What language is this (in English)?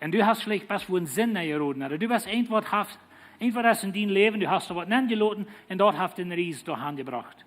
Plautdietsch